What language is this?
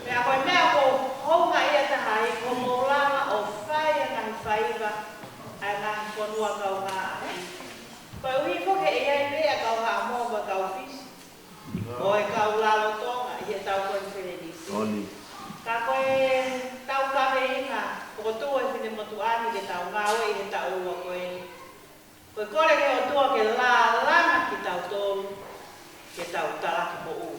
Tongan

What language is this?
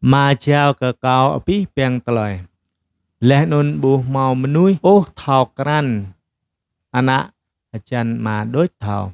Jarai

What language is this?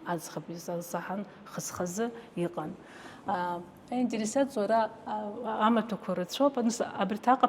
Abkhazian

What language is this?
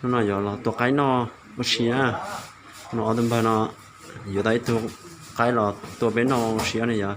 Hmong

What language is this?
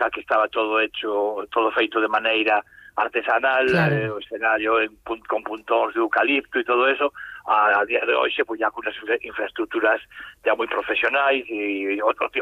Galician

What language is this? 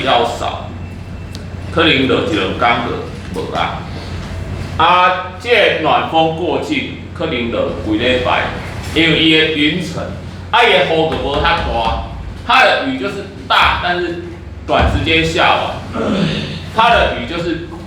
Min Nan Chinese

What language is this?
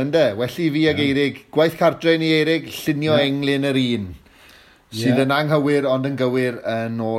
Welsh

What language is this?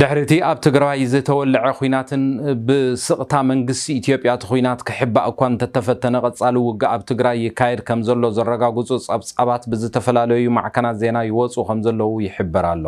Tigrinya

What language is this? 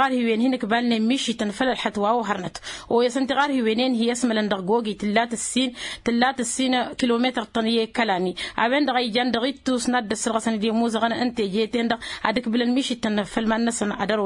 Tamasheq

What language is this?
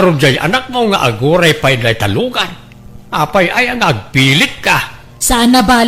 Iloko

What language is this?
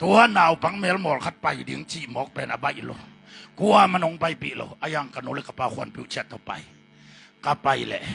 Tedim Chin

